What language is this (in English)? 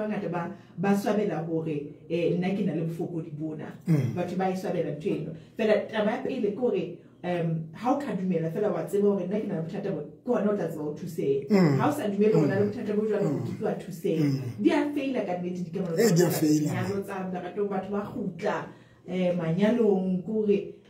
Southern Sotho